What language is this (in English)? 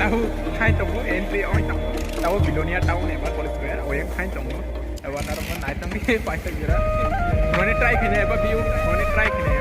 Kok Borok